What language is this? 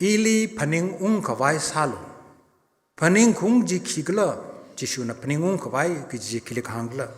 Tangkhul Naga (India)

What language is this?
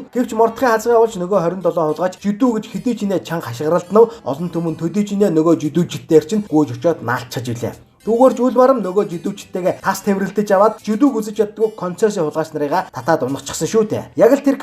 Mongolian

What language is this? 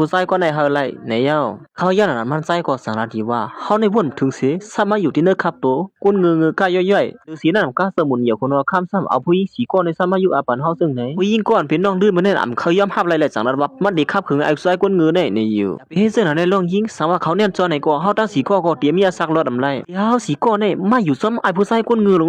Shan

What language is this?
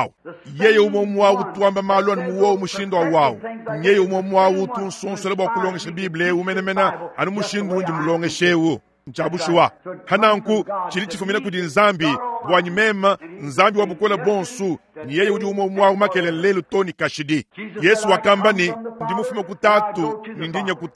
Luba-Lulua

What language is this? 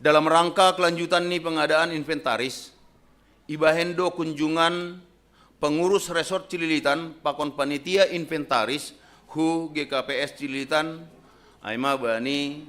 Batak Simalungun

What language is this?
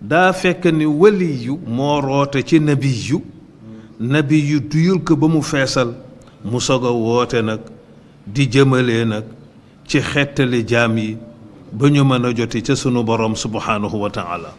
Wolof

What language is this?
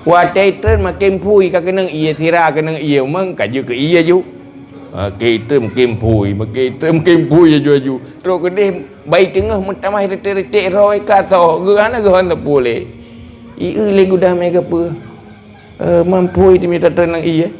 Achinese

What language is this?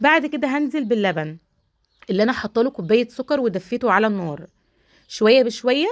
Egyptian Arabic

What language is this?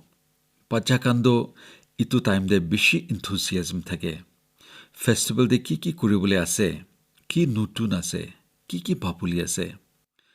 Naga Pidgin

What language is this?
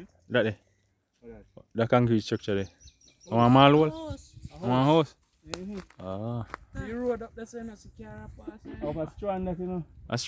Jamaican Creole English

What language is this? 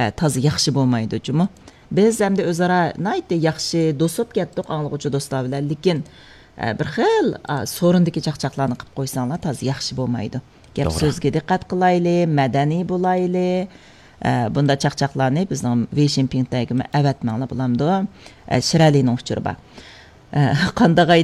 Uyghur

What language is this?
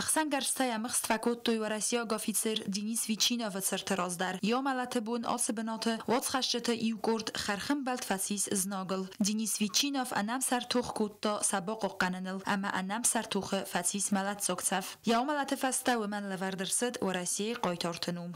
Ossetic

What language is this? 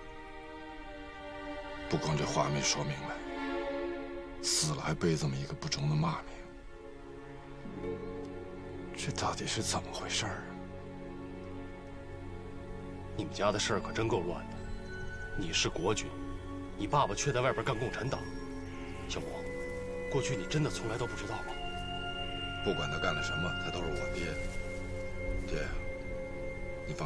Chinese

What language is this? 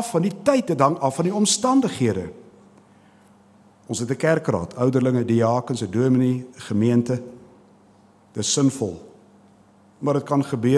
Afrikaans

